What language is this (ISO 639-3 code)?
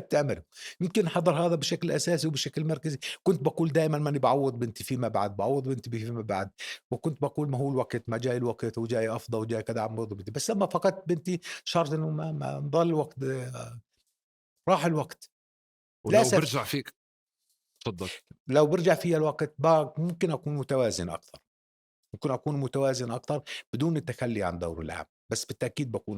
apc